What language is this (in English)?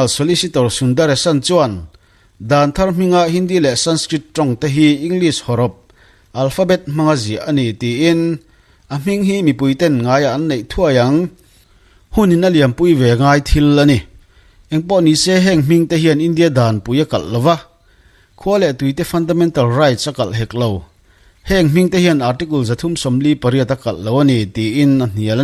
Mizo